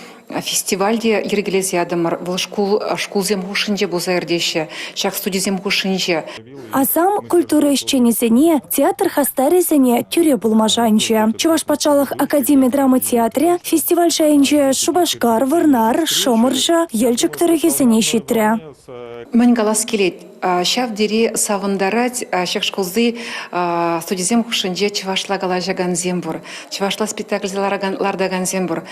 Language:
Chuvash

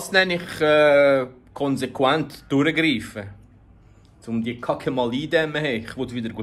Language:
Swiss German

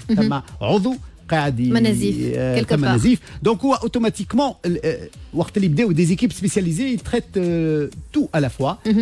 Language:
Tunisian Arabic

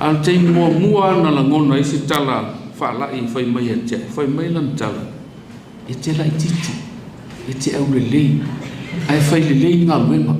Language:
Samoan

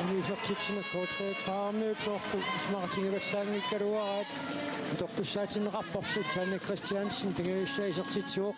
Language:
Kalaallisut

